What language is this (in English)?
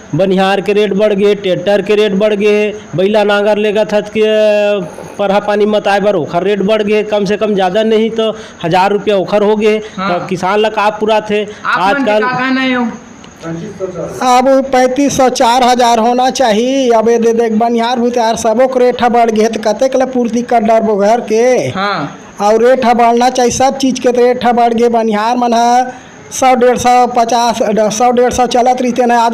Chhattisgarhi